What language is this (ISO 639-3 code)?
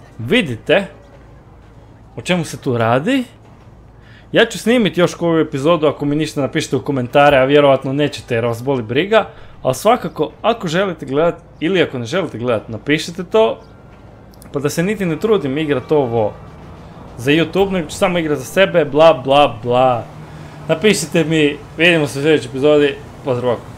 hrv